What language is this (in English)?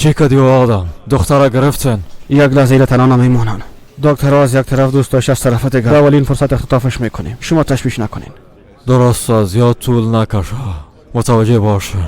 Persian